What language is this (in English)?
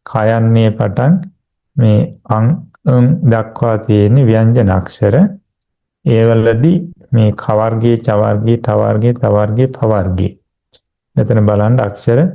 Sinhala